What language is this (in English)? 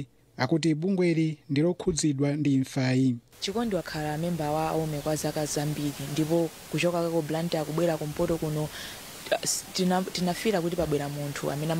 Nyanja